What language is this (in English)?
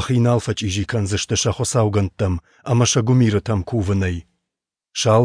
Ossetic